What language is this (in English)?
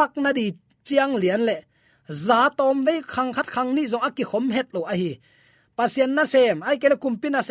Tedim Chin